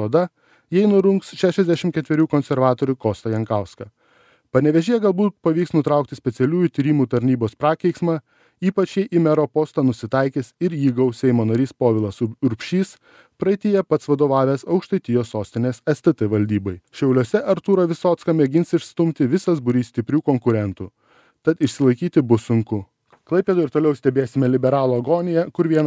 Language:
Lithuanian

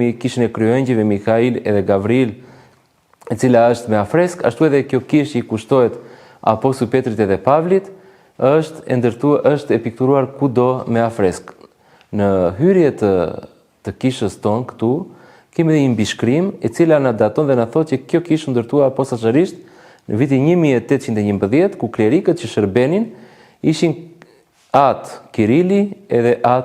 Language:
Albanian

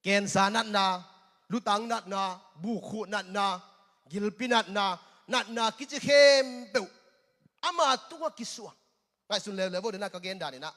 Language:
Tedim Chin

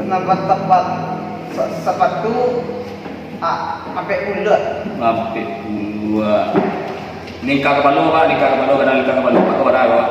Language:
Minangkabau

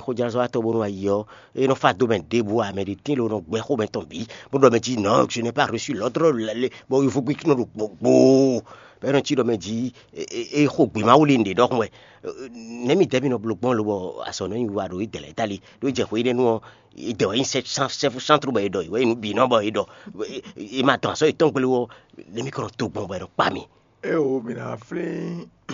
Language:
Fon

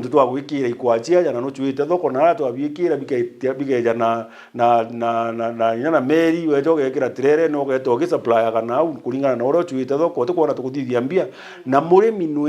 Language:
Meru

